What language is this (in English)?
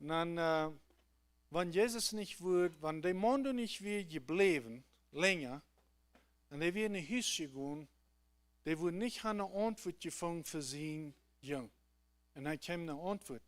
Plautdietsch